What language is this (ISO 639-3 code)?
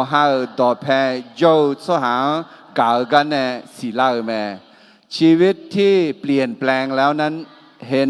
ahk